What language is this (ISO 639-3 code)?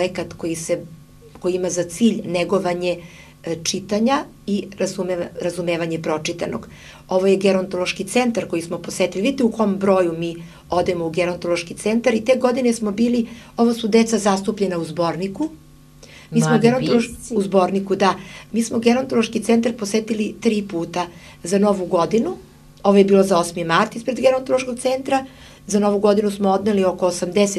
srp